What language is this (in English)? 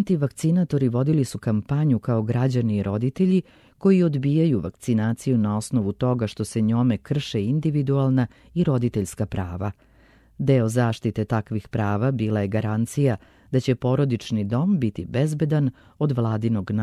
Serbian